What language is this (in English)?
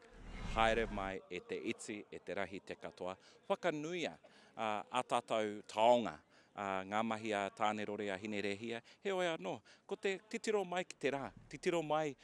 Māori